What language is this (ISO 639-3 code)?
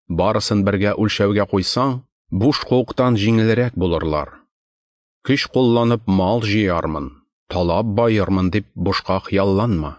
tat